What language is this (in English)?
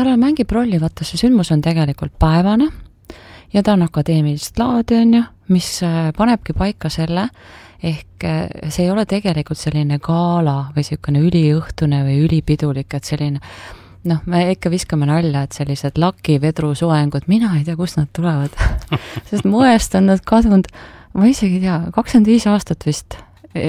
Estonian